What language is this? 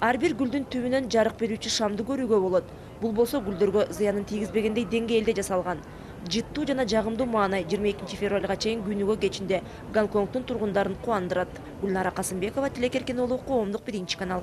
Kyrgyz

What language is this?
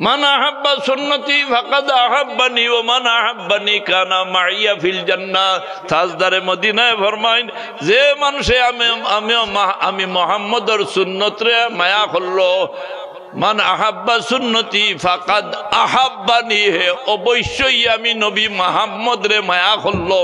Sylheti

